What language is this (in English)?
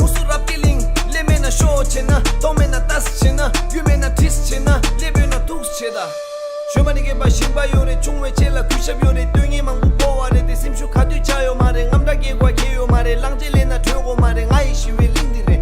Tibetan